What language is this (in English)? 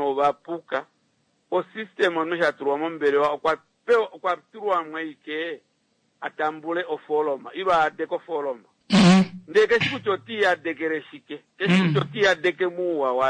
Kuanyama